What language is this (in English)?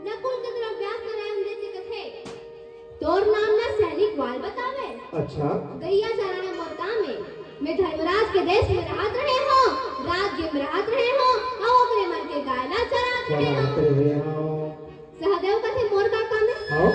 Chhattisgarhi